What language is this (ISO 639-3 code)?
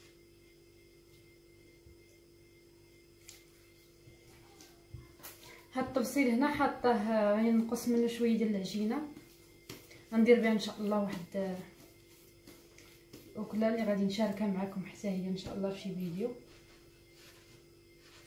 ary